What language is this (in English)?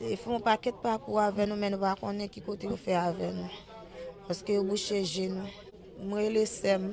Haitian Creole